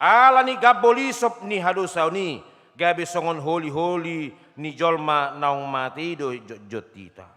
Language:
Batak Toba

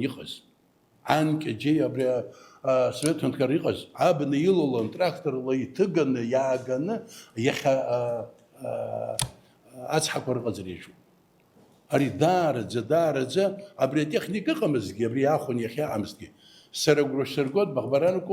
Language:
Abkhazian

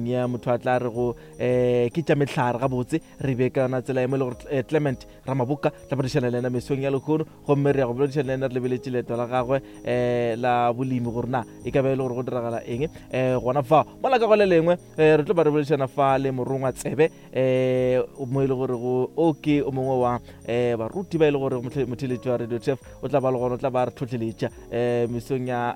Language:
Northern Sotho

